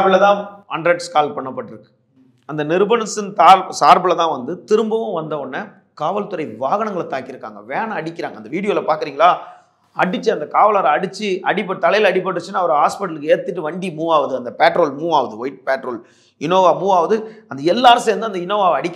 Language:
Tamil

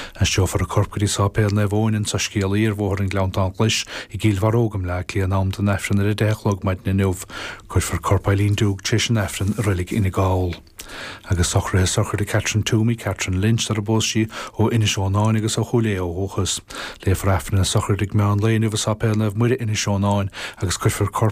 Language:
Irish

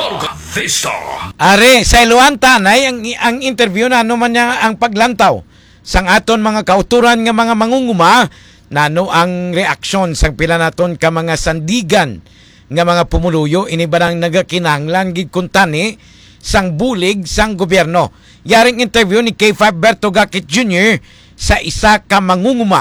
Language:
Hiligaynon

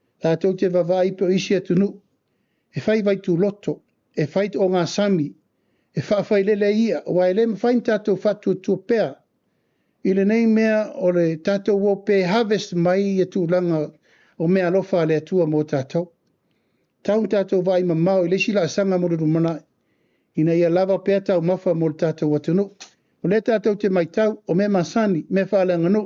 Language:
Samoan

